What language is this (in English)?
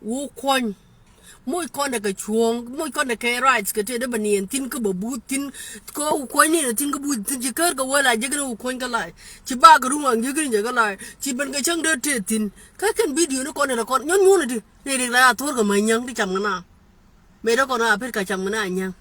Nuer